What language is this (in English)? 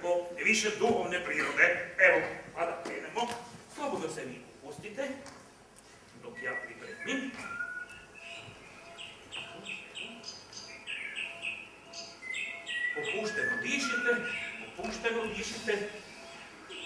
Croatian